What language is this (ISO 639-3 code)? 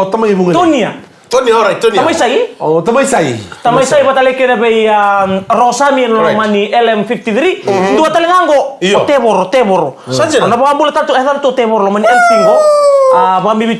fij